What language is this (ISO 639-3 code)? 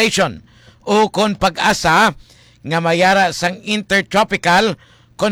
hil